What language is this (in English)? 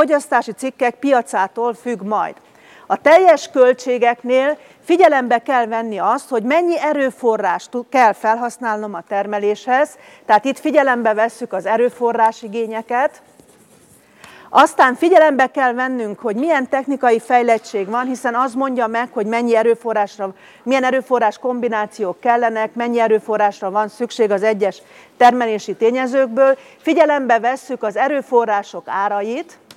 Hungarian